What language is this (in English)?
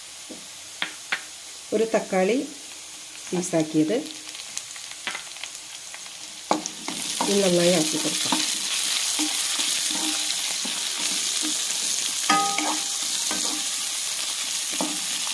Malayalam